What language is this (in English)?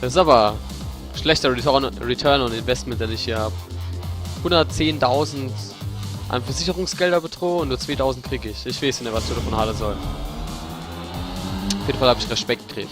Palatine German